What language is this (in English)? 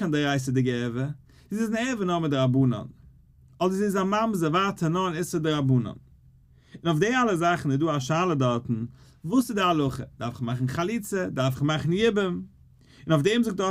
Yiddish